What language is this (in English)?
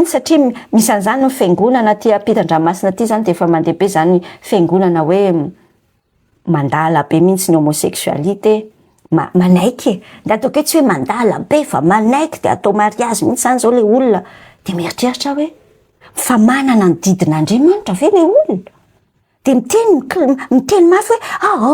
Malagasy